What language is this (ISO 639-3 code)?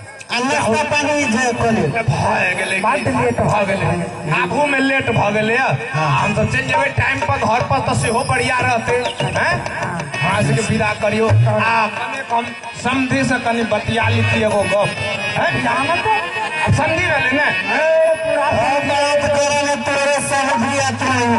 mai